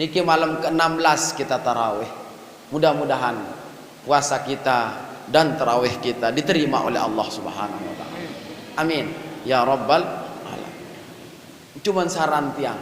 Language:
Sasak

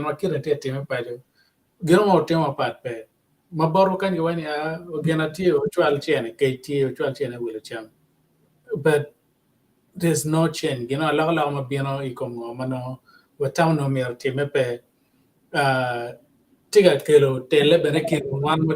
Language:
Acoli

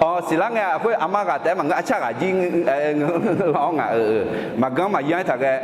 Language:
Akha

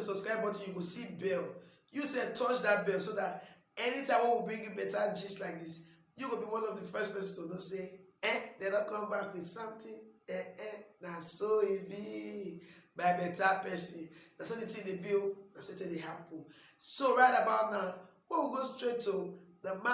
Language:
Nigerian Pidgin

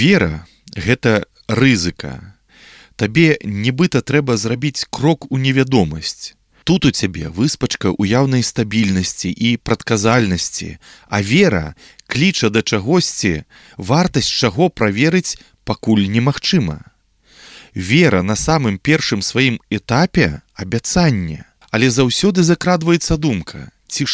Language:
Belarusian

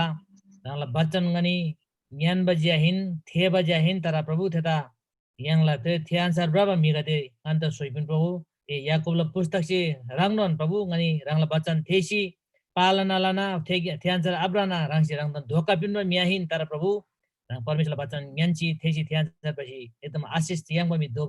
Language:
Eastern Tamang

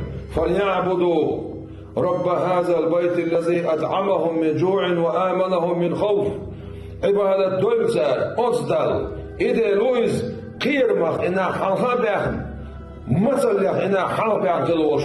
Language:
Chechen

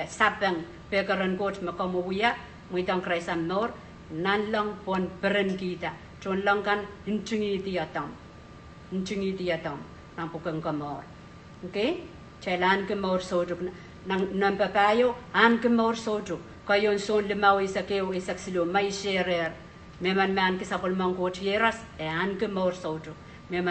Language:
Pohnpeian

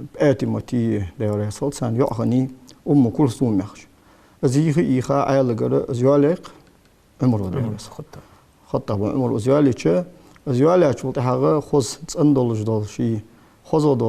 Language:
Ingush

